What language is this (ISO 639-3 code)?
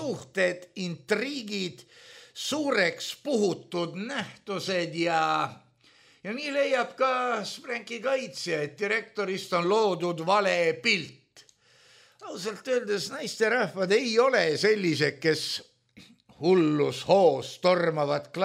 est